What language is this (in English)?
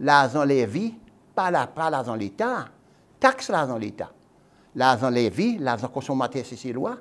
Seselwa Creole French